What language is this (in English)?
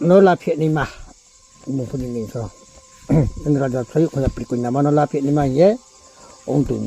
Riang (India)